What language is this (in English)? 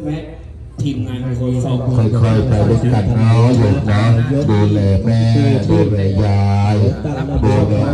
Lao